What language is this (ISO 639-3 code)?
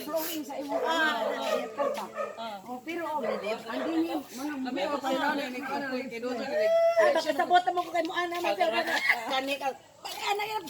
ceb